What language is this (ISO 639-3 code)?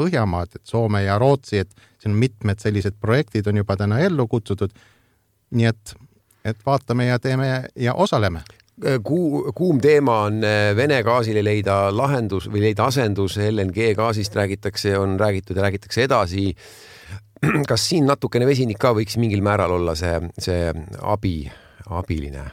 est